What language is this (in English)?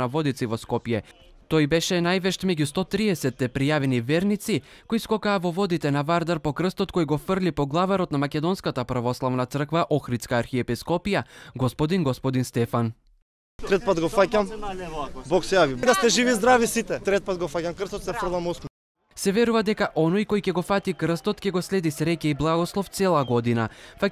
Macedonian